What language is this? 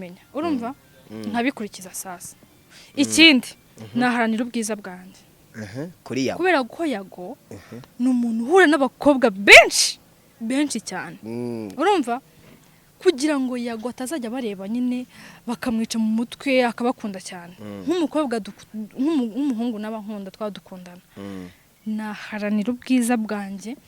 Kinyarwanda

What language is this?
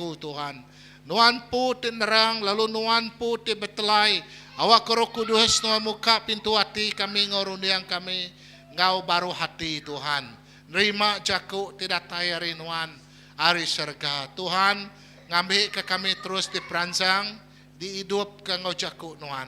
Iban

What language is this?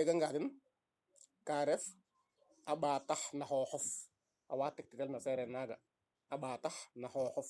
Serer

